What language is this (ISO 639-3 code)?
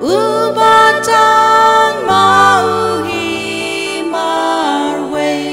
kha